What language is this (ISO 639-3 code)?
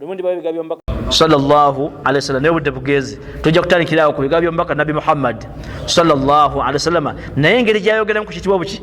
lug